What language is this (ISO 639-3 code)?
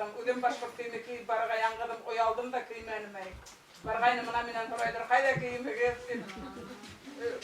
bak